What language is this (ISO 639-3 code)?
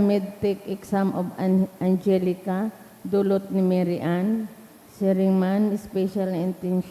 bik